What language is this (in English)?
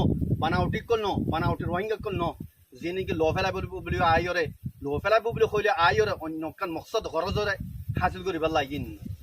Rohingya